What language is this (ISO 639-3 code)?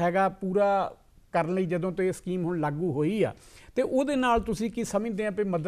pan